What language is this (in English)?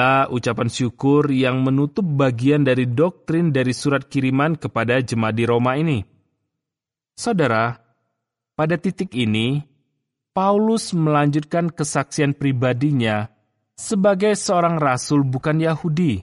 Indonesian